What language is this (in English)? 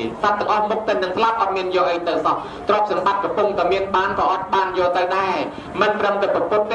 Khmer